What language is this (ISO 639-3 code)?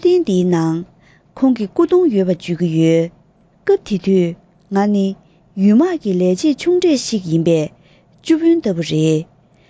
bod